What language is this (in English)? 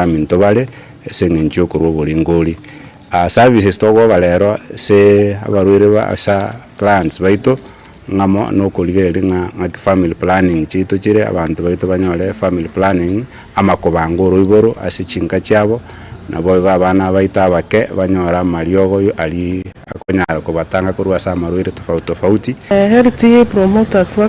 Gusii